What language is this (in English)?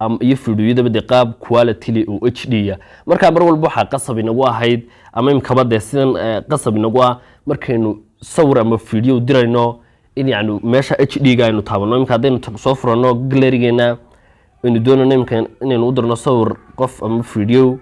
Somali